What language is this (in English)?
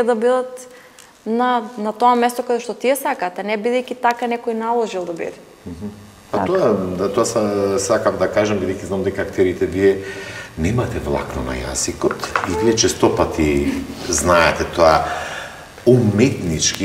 Macedonian